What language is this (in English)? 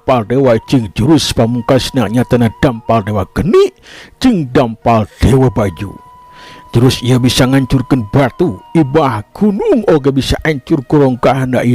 Sundanese